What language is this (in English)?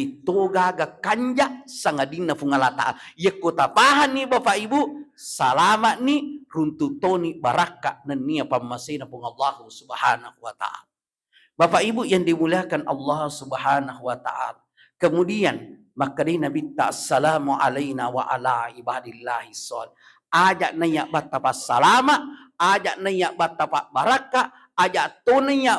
Buginese